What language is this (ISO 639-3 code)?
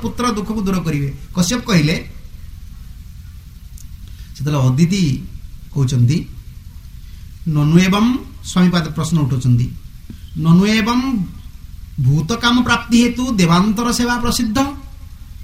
ori